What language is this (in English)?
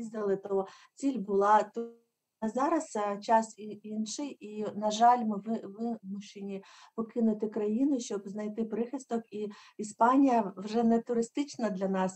Ukrainian